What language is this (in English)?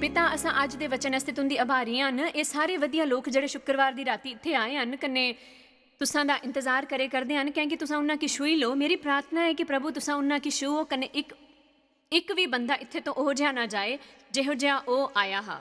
Dogri